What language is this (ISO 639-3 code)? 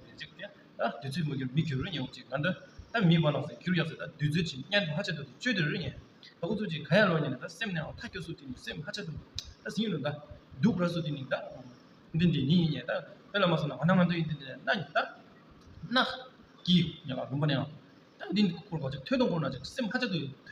bod